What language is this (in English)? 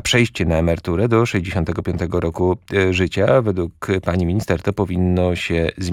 Polish